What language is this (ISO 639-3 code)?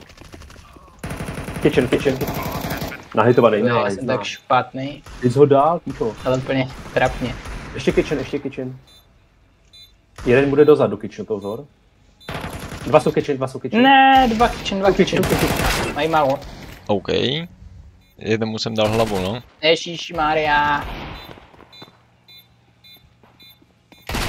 ces